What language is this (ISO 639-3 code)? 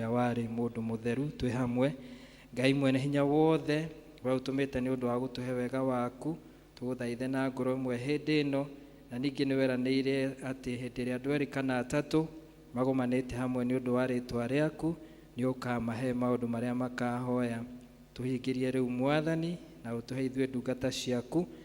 kik